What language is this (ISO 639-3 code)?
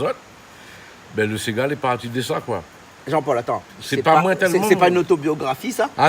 rcf